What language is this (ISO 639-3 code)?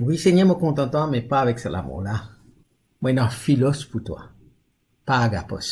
mfe